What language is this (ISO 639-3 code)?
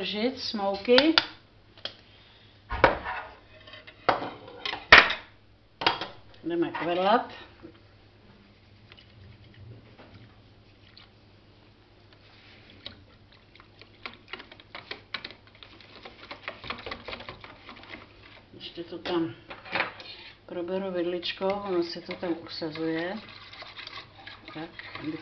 ces